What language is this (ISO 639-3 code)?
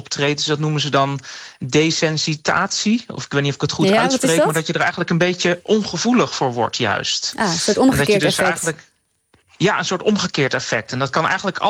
nld